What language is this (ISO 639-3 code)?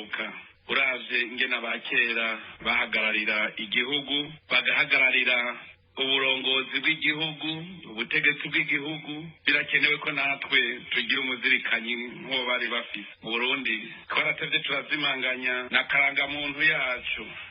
run